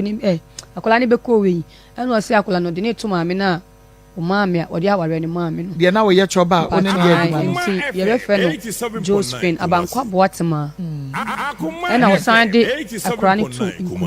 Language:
Akan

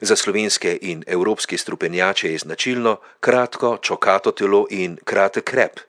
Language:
Slovenian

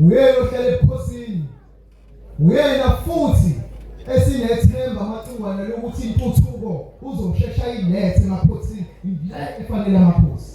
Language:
Zulu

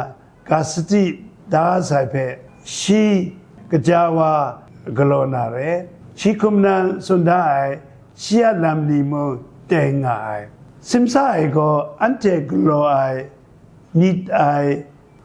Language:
Kachin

